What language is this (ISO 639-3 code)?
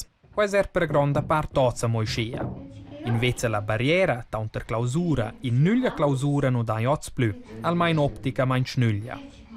roh